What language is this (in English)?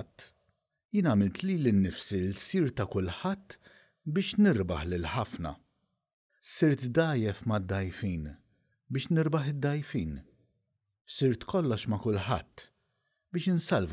Maltese